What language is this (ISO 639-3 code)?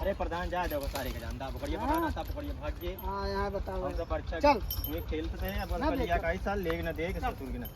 awa